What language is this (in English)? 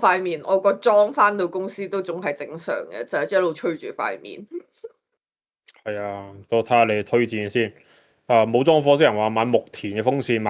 Cantonese